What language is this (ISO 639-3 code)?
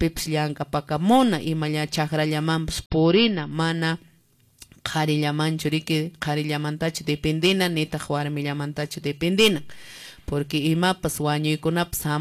que